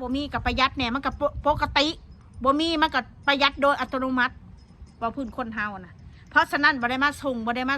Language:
Northeastern Thai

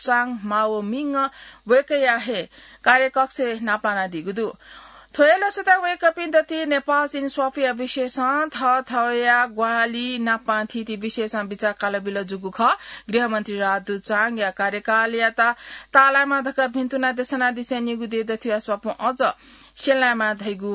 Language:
Newari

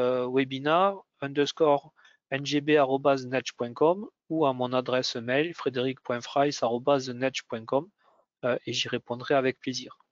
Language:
French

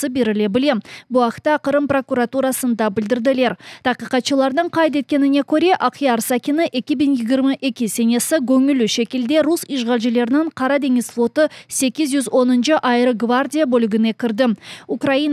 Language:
Crimean Tatar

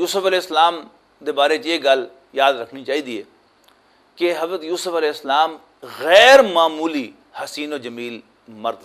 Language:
Western Panjabi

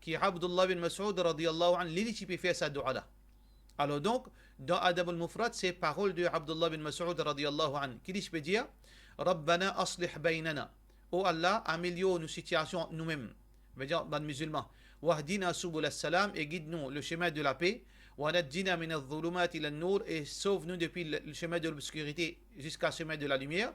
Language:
Morisyen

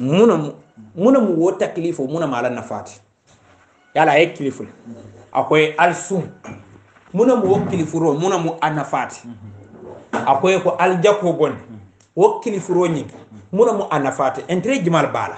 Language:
Hausa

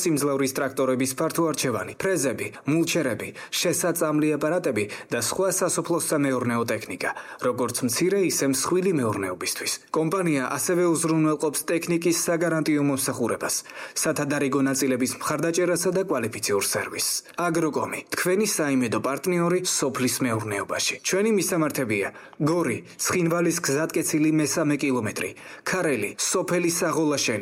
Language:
Georgian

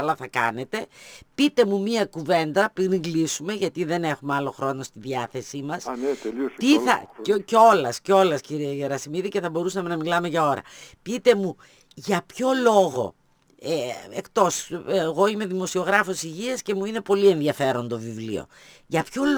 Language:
Greek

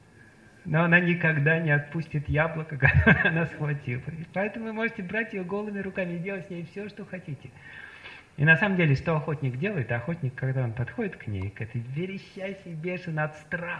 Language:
Russian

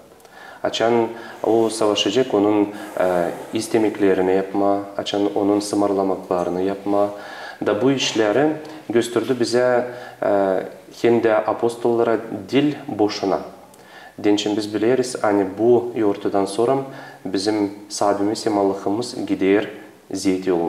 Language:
Gagauz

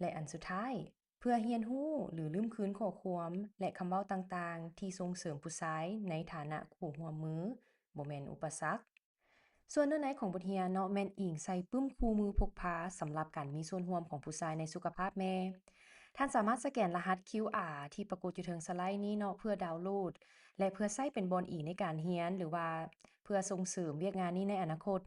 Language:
Lao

